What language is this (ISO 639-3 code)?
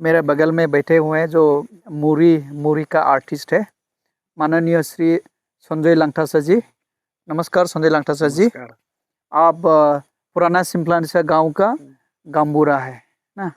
dis